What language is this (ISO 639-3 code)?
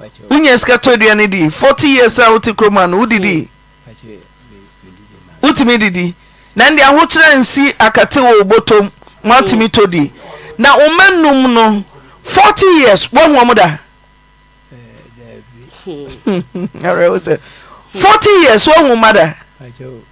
aka